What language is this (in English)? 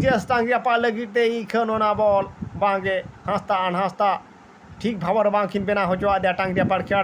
Santali